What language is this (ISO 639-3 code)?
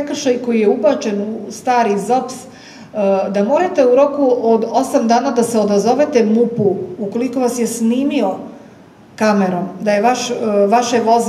srp